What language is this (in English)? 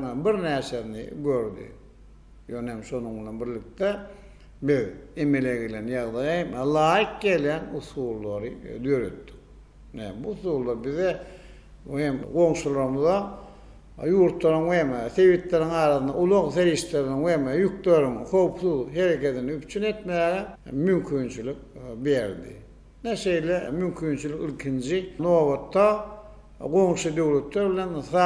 Turkmen